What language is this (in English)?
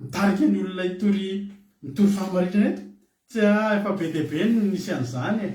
Malagasy